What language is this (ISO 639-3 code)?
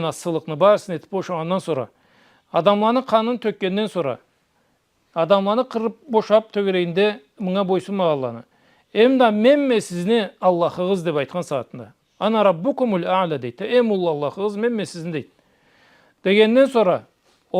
krc